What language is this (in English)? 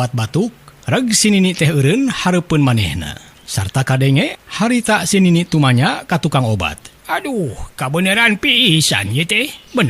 Sundanese